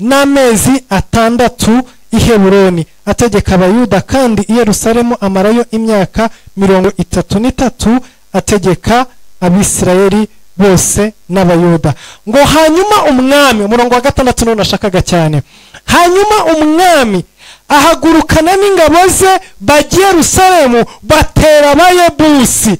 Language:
Kinyarwanda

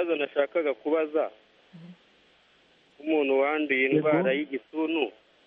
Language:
Kinyarwanda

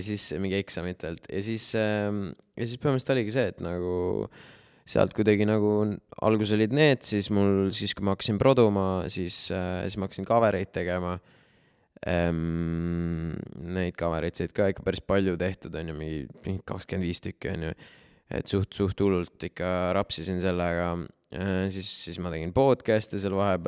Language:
Estonian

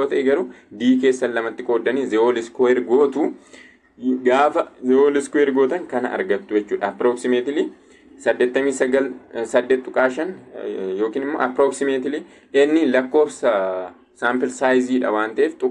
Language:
Oromo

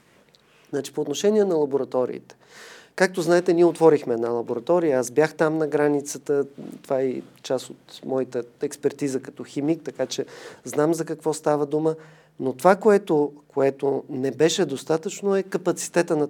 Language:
Bulgarian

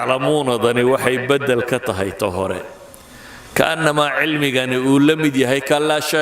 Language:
Somali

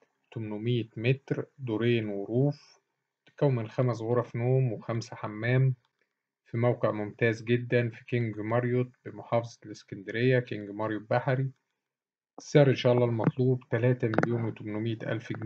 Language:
Egyptian Arabic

